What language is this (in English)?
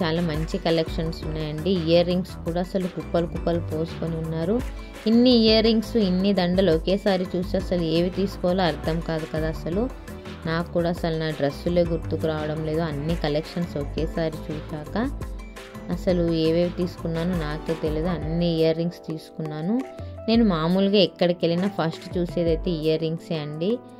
Telugu